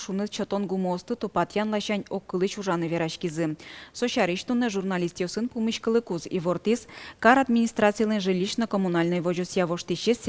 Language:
Udmurt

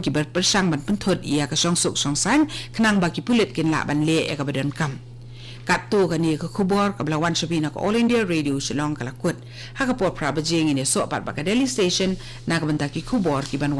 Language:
Khasi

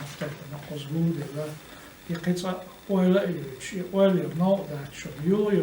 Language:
Chechen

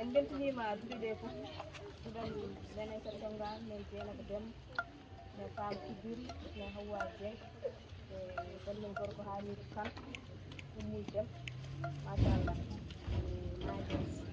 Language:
Fula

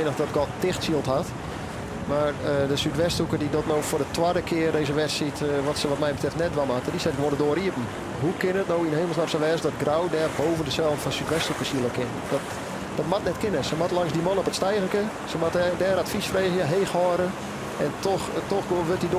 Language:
Western Frisian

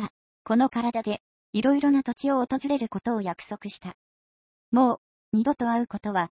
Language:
Japanese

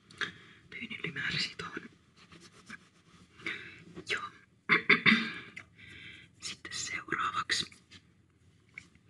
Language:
Finnish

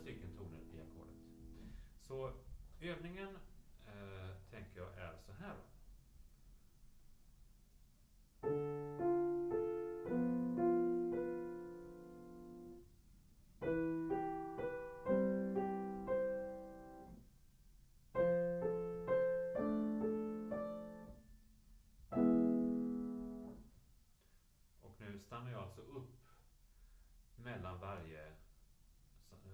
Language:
Swedish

